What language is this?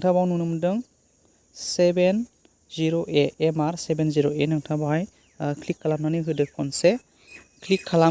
Bodo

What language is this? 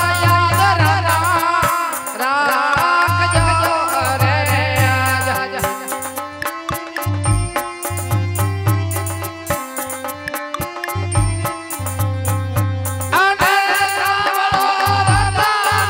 Gujarati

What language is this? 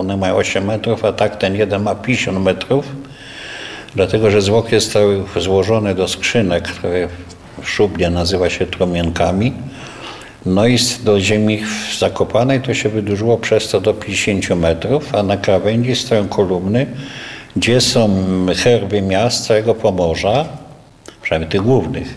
Polish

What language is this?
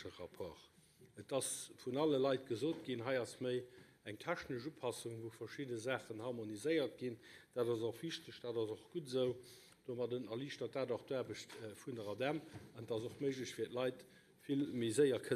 Luxembourgish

